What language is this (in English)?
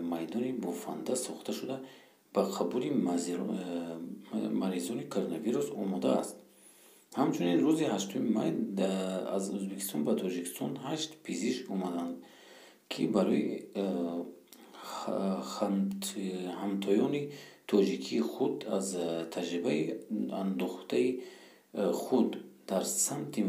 Tajik